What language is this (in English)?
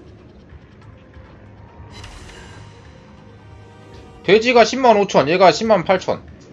Korean